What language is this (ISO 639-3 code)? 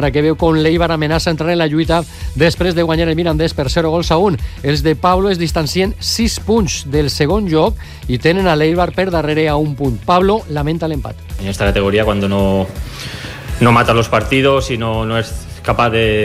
cat